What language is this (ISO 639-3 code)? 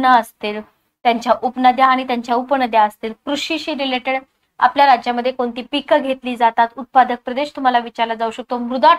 mar